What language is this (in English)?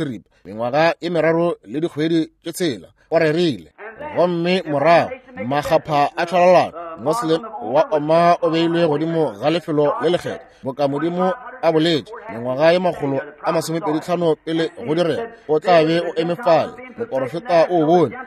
Northern Sotho